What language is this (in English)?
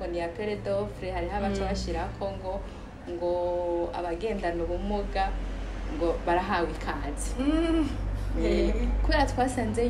Rundi